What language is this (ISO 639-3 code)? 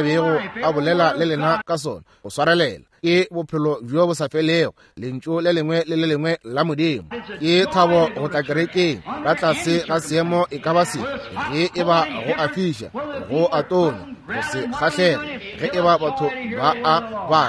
nso